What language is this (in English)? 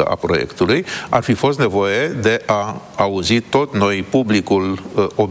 Romanian